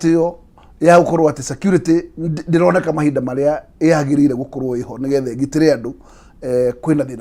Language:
Kikuyu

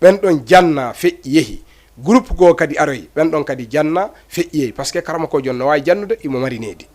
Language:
Fula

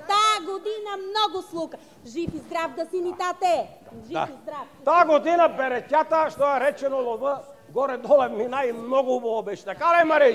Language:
Bulgarian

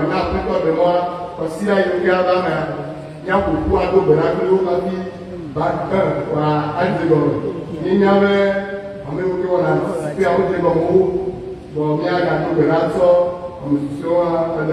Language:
Ewe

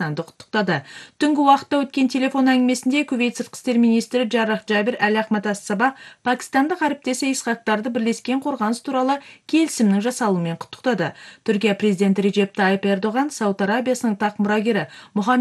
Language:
Kazakh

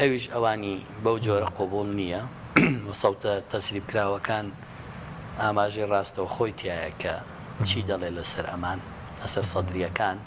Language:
Central Kurdish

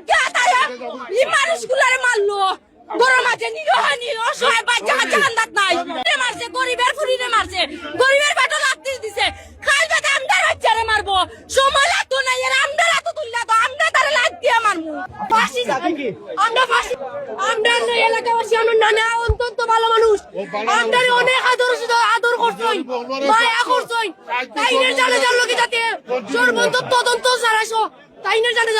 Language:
Sylheti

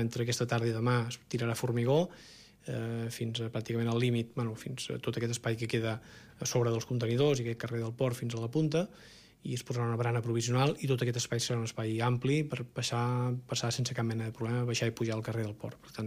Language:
Catalan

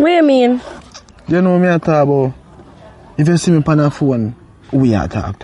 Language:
Jamaican Creole English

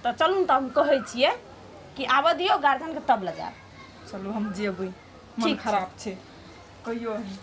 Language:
Maithili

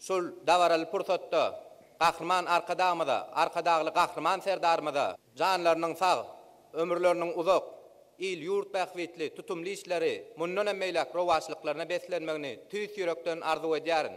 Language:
Turkmen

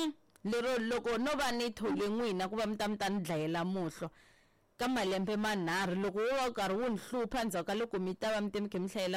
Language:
Tsonga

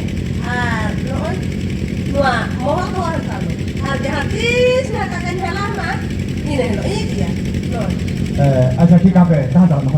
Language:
Santali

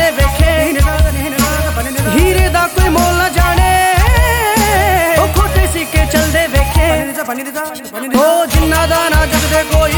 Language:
Hindi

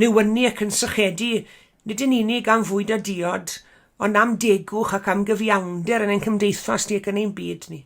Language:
Welsh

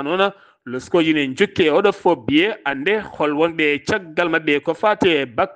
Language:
Fula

